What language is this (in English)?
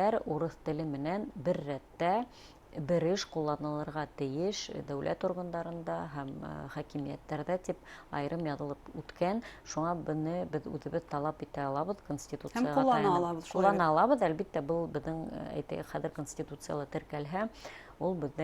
Bashkir